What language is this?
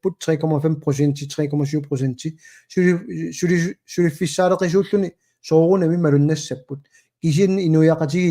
Kalaallisut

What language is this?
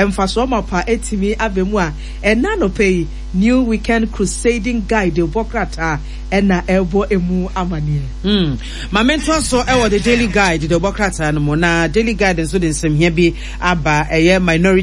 Akan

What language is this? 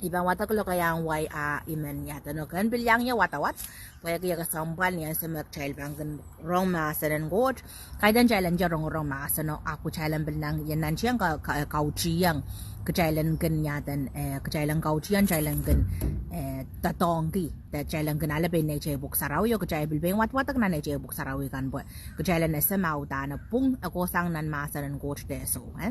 Pohnpeian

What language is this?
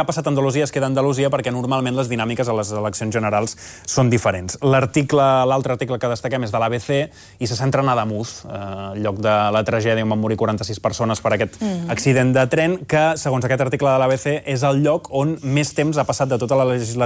Catalan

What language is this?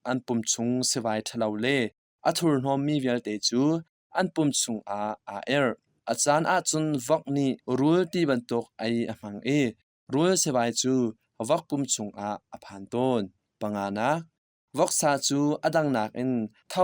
Hakha Chin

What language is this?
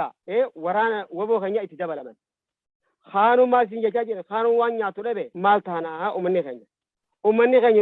Oromo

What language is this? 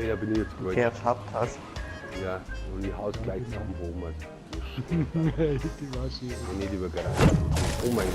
Bavarian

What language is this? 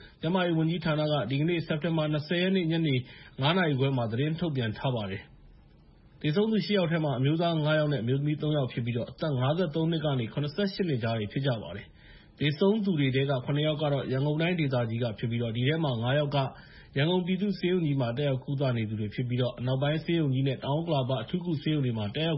Burmese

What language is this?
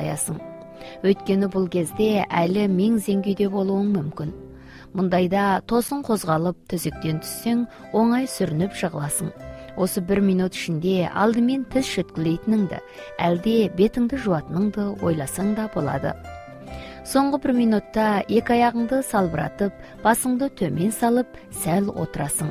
Kazakh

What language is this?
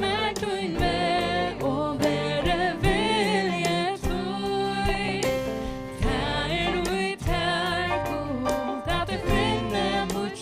Faroese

